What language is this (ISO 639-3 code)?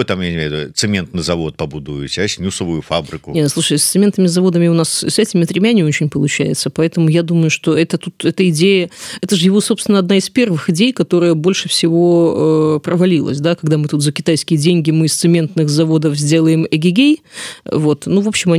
bel